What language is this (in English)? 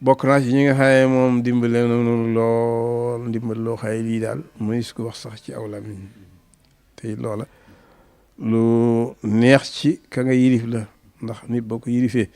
Wolof